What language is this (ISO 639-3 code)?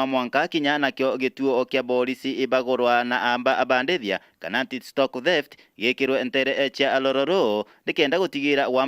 mer